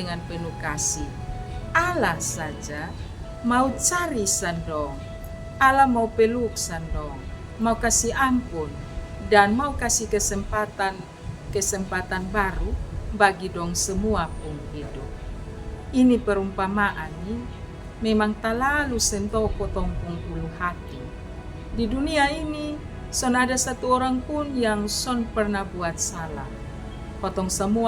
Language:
Kupang Malay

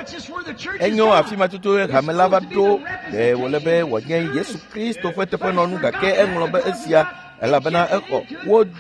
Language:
Ewe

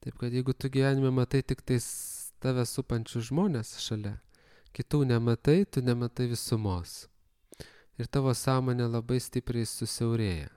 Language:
Lithuanian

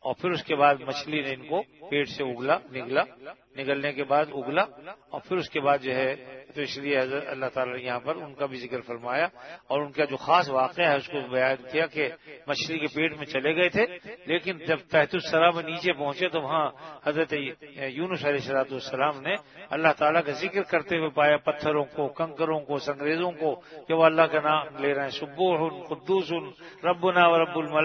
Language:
Urdu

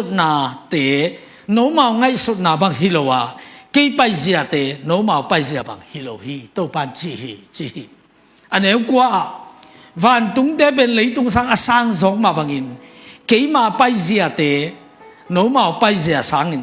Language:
Tedim Chin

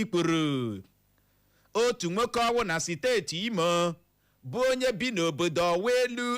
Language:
Igbo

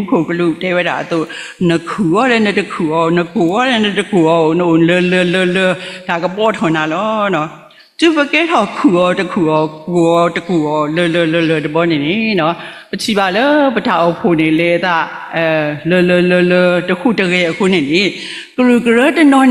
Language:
S'gaw Karen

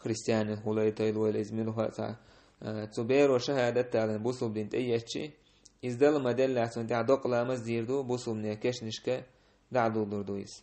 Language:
Chechen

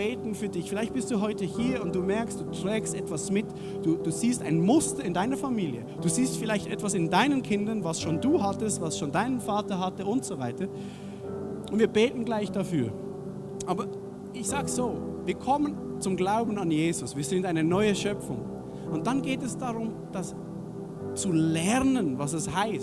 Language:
Swiss German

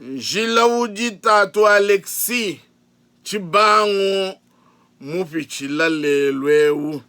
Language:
Luba-Lulua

